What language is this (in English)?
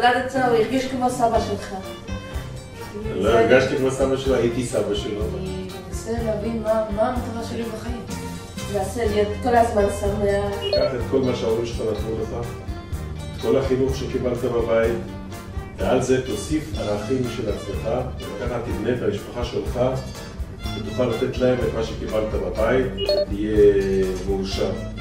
Hebrew